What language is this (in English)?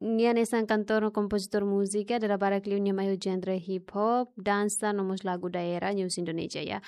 Tetum